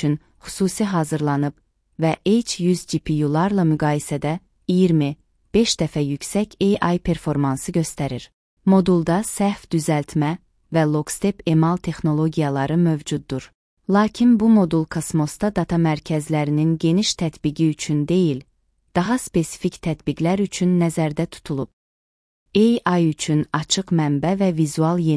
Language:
Azerbaijani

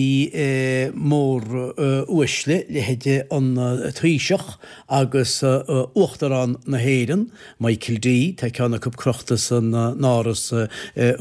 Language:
Irish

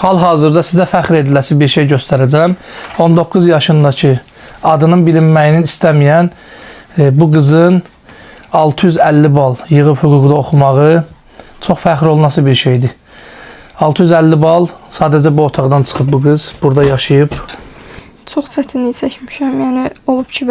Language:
Azerbaijani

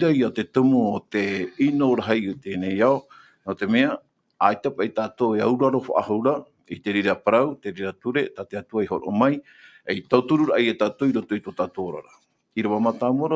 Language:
Tahitian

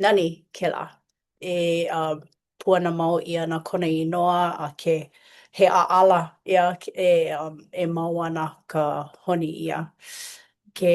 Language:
Hawaiian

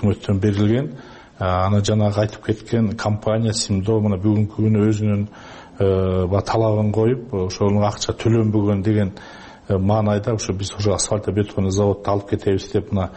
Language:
Kyrgyz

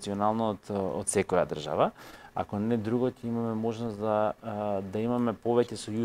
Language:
Macedonian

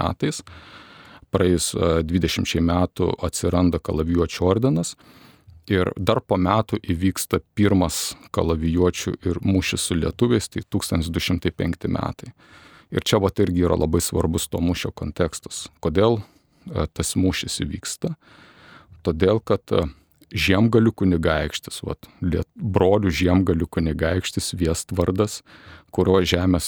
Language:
Lithuanian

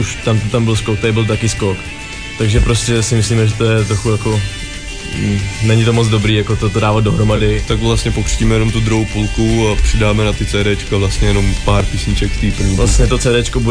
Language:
Czech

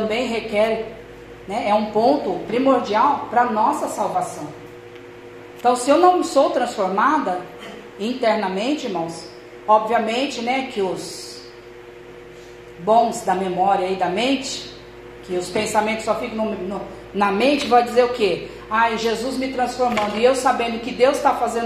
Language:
Portuguese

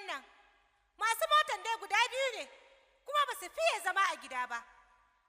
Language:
Hausa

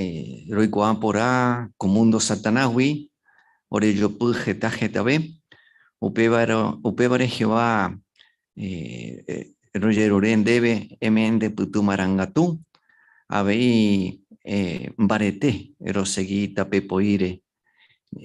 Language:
Guarani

